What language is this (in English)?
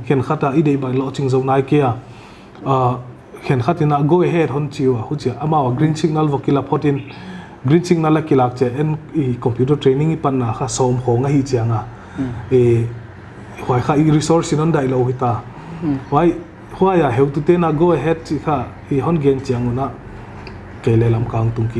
Paite Chin